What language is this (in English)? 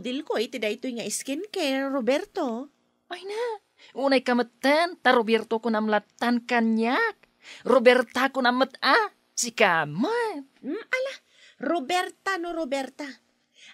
Iloko